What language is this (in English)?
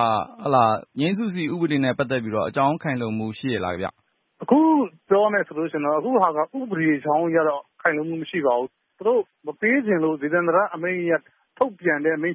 Burmese